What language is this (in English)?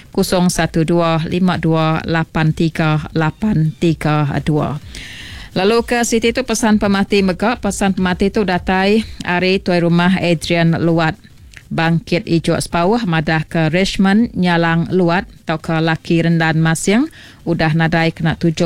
Iban